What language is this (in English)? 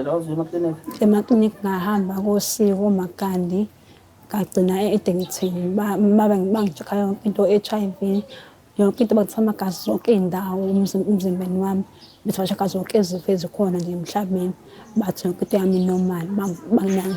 Zulu